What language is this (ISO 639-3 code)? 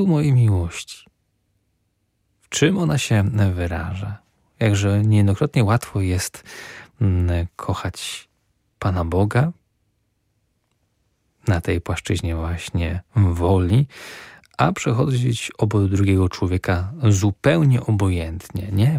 pol